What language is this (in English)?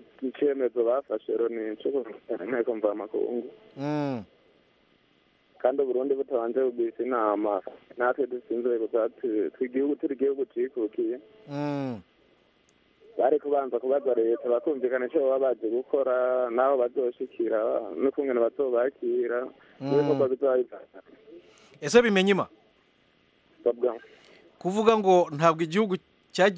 Kinyarwanda